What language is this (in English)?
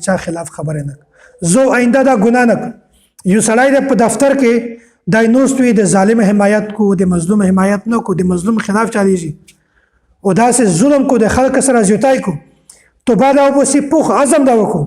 Pashto